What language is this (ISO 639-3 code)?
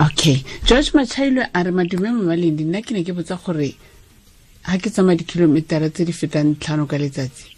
tsn